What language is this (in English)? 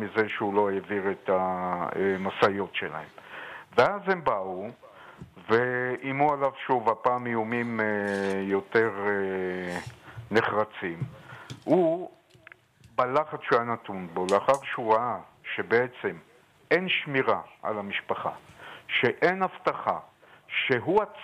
Hebrew